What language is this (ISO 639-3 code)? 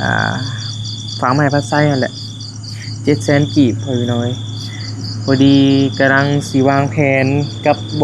tts